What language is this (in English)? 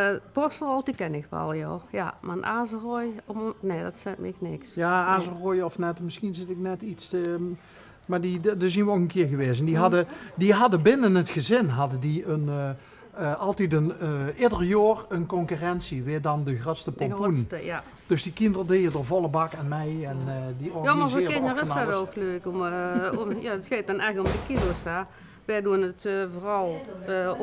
Limburgish